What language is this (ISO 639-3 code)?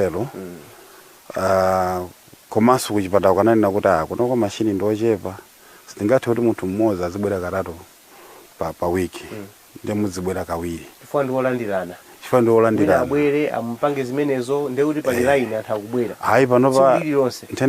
nya